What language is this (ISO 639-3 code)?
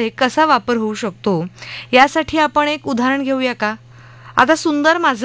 mar